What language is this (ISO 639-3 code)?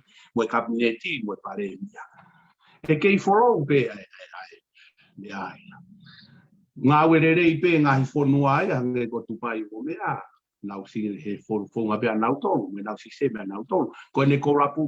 ton